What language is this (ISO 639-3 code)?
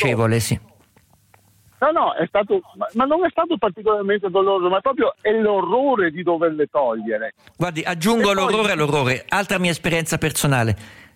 ita